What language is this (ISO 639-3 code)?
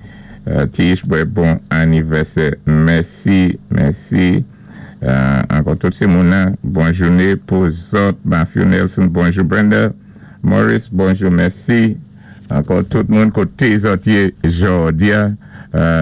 acf